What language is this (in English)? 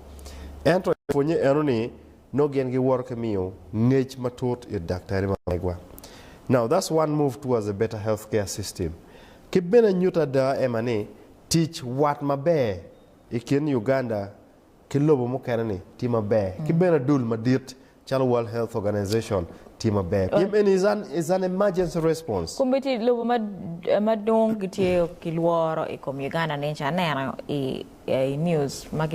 Acoli